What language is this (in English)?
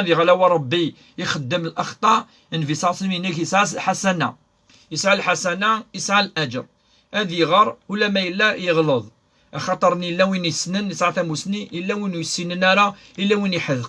Kabyle